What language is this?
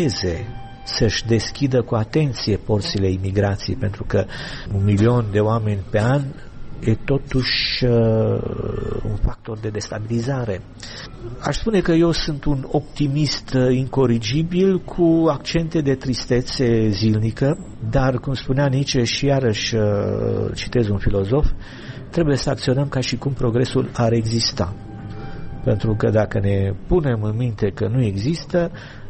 Romanian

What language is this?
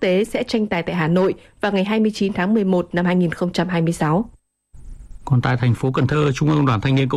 Vietnamese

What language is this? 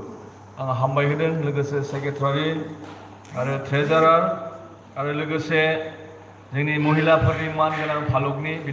Bodo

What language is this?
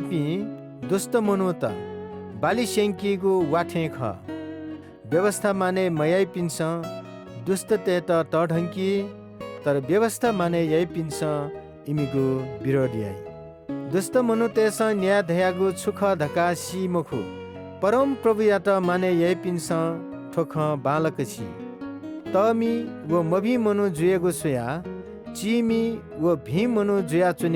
Newari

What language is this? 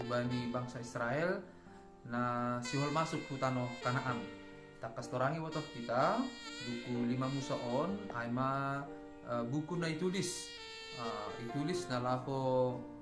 Batak Simalungun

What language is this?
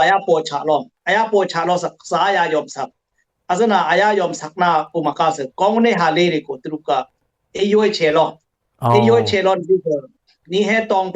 Dimasa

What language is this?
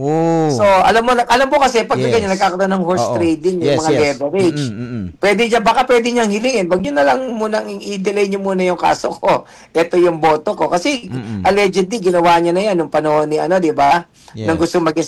Filipino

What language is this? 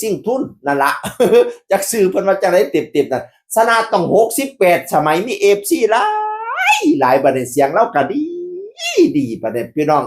Northeastern Thai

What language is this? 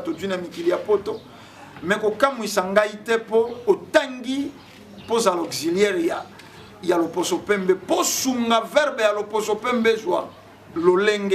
Lingala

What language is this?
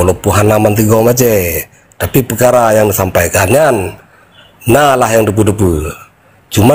Achinese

